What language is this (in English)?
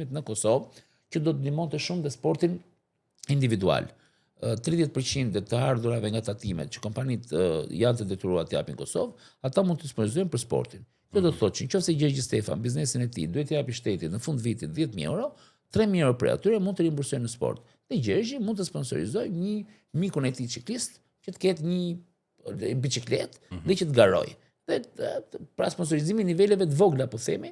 Albanian